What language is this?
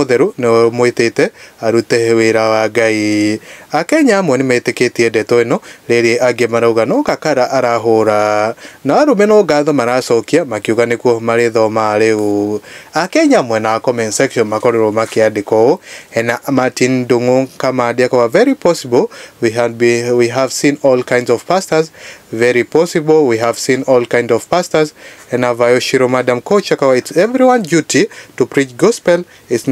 Kikuyu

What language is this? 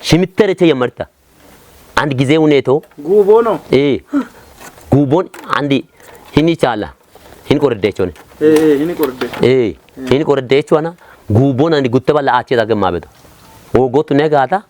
Kafa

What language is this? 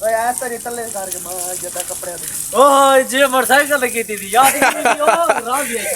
Saraiki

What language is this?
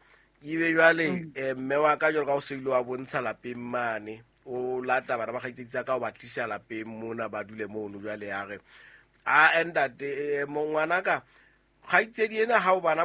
Southern Sotho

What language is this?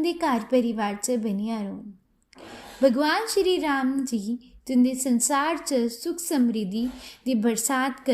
Dogri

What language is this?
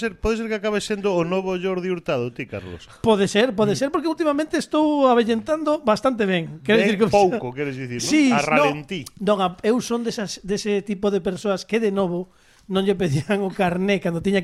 Galician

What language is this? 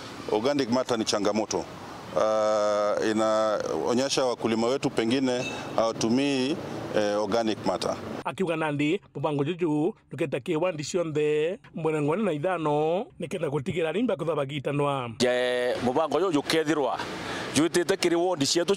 Meru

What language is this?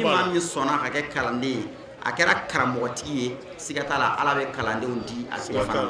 Bambara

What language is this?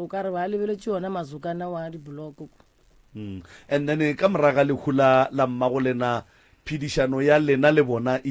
Northern Sotho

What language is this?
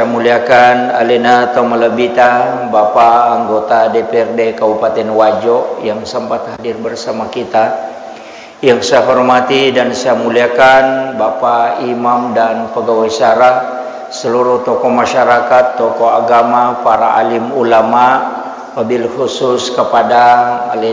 Buginese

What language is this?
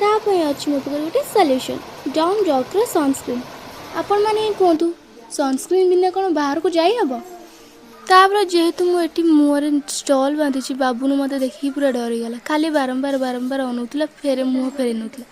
Odia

